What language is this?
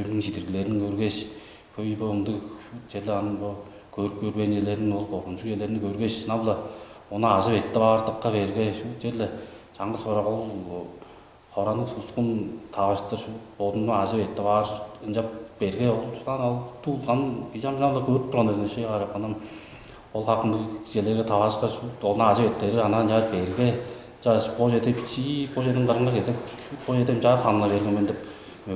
Tuvinian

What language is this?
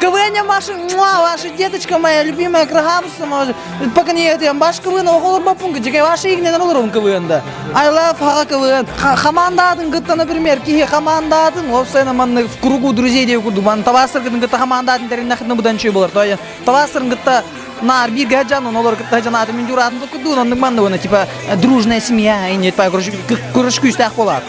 Yakut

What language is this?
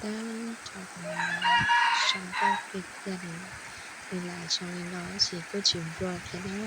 Hmong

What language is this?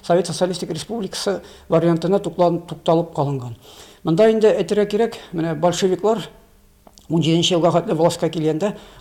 Tatar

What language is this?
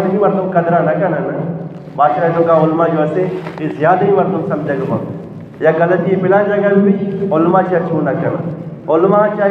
Eastern Balochi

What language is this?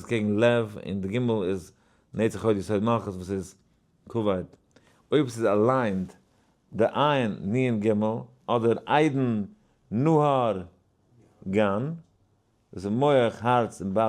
Yiddish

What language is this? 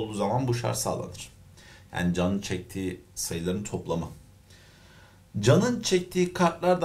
Turkish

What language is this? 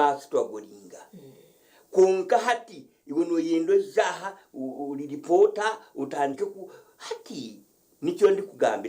Nyankole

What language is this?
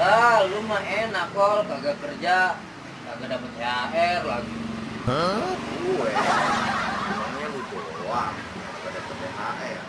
Betawi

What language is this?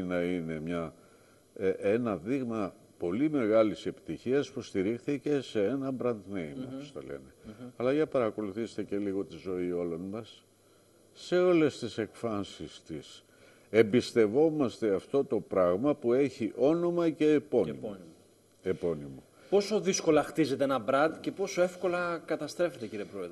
Greek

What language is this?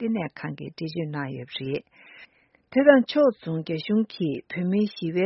Tibetan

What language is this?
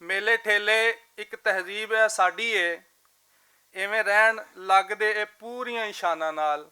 Western Panjabi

